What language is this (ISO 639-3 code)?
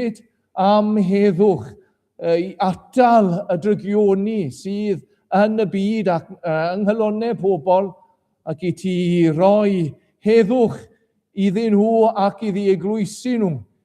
cym